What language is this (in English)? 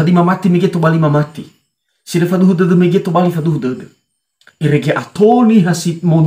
Nias